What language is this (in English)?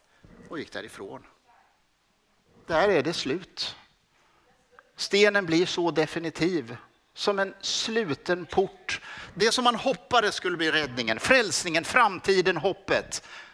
Swedish